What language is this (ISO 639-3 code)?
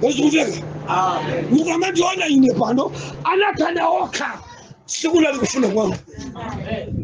nya